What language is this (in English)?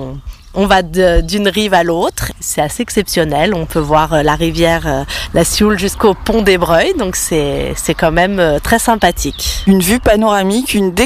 French